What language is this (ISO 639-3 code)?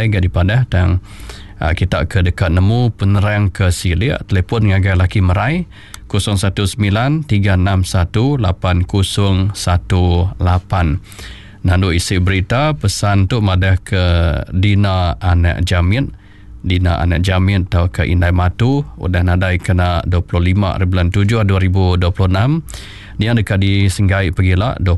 iba